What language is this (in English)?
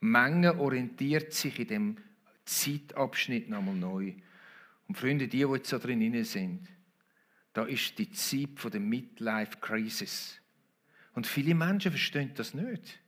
Swiss German